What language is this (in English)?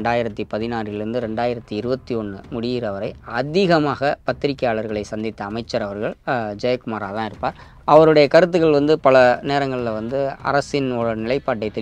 Tamil